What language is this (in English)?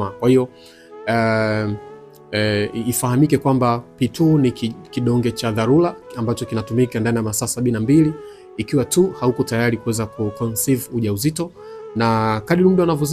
Swahili